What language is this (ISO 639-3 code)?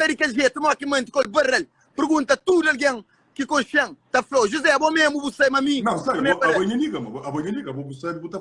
kea